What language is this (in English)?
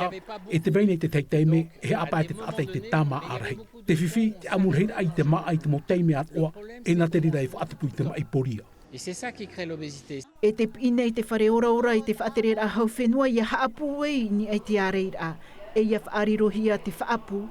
Tahitian